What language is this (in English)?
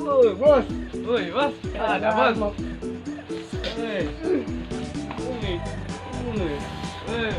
Musi